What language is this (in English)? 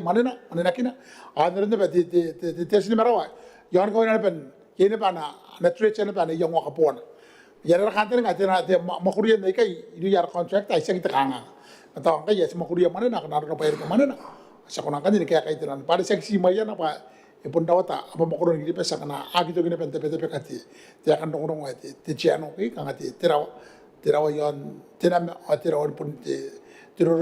Gilbertese